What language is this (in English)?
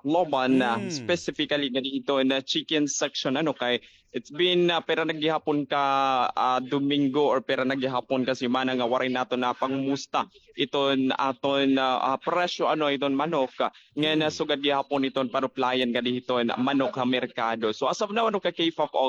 Waray